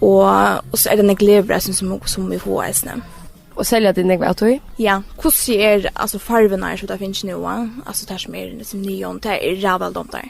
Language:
Faroese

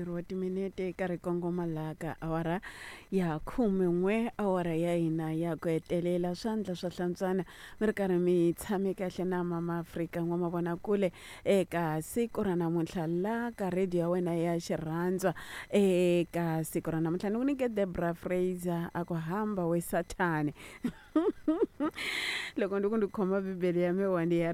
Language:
Tsonga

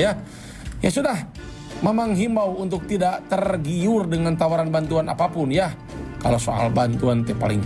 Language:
Indonesian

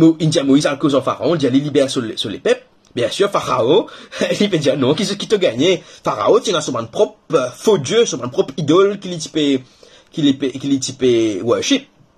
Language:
Morisyen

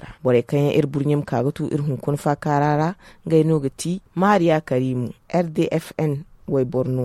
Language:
Zarma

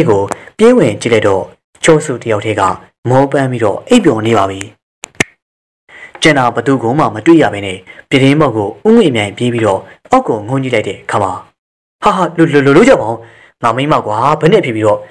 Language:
Burmese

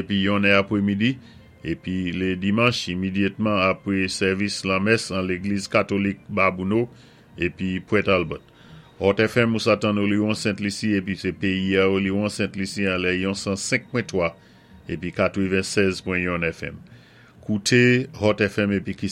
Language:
Saint Lucian Creole French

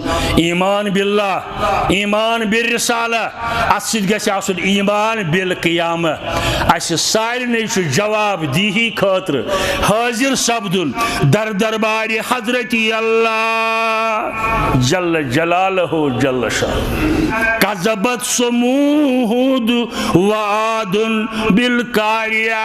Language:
Kashmiri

